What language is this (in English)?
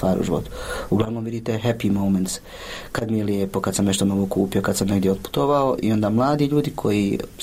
Croatian